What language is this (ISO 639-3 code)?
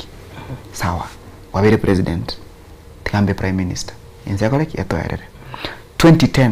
guz